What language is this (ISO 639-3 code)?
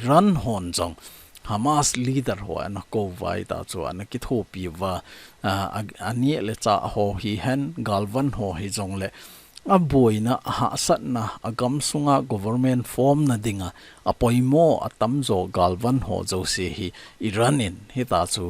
tcz